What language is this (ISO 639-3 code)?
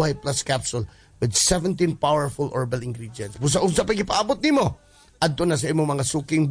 ceb